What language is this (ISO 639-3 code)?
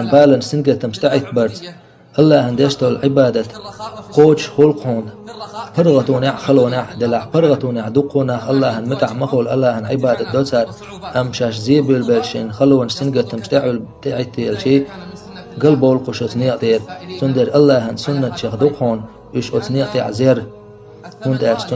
che